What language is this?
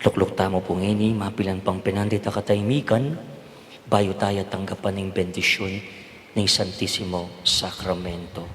Pampanga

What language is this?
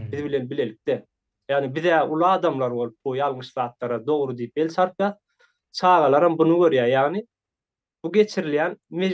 Turkmen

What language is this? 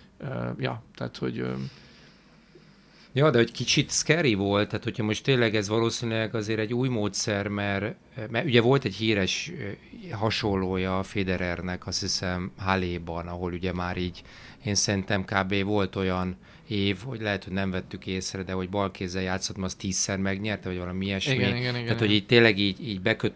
Hungarian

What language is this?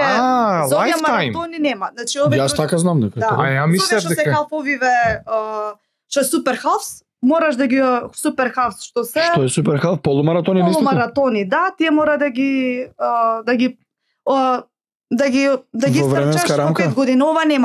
Macedonian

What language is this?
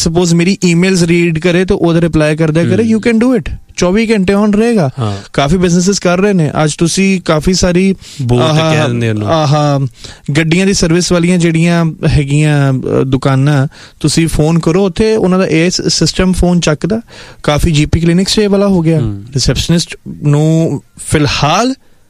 Punjabi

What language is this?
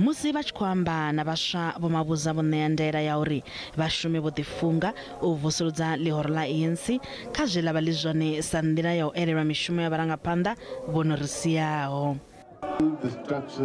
Venda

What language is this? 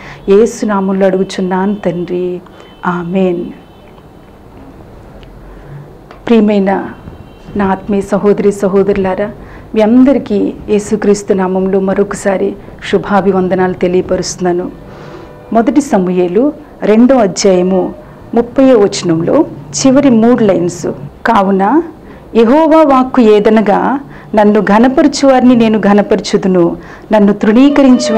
Telugu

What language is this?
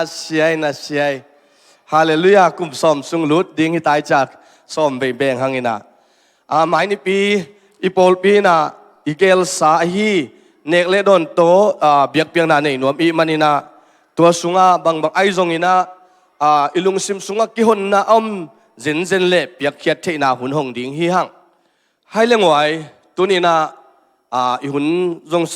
Tedim Chin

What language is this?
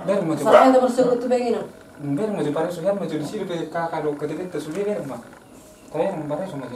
Batak Toba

